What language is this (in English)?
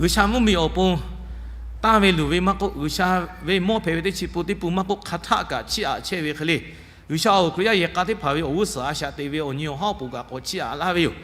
Lahu